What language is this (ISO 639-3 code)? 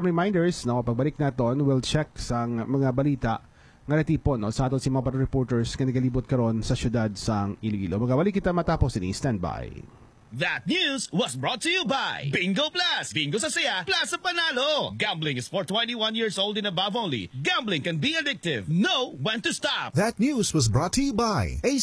hil